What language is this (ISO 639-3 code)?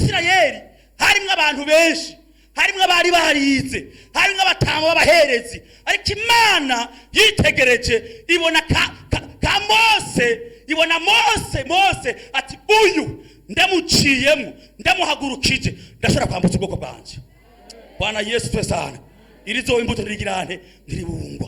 run